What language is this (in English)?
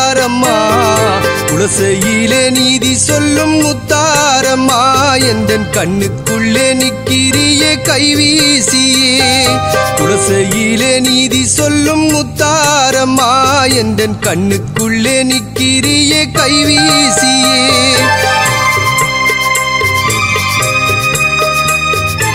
Tamil